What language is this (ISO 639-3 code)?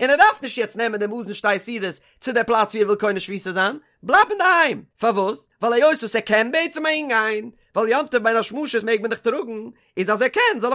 yid